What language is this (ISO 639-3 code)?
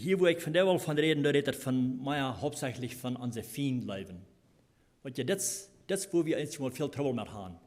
pdt